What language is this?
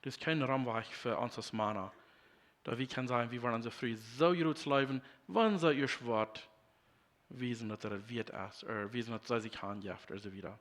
Plautdietsch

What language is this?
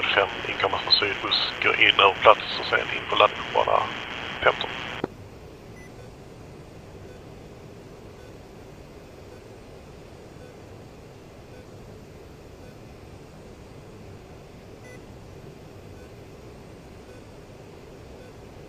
Swedish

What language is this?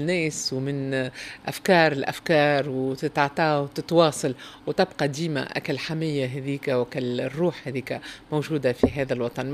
Tunisian Arabic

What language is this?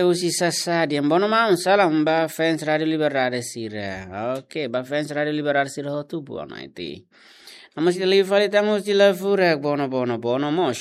Tetum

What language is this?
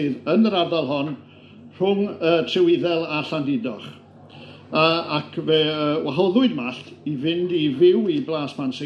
Welsh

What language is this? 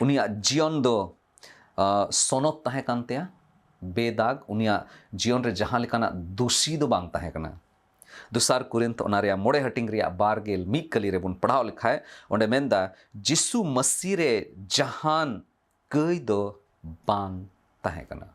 Santali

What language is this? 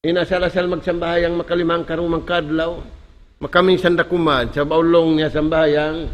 Tausug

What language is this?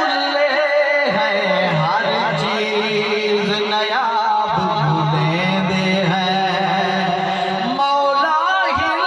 Saraiki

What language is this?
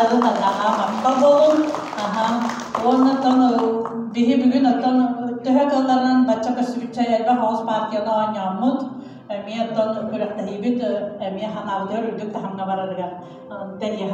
Yakut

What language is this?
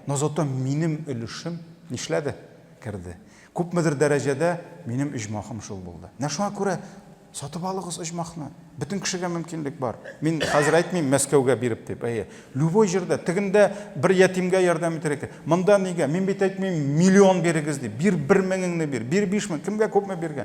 Tatar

